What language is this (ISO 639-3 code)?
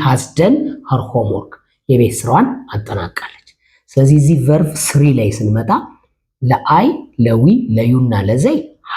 amh